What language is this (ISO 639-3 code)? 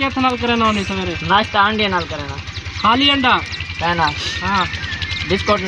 skr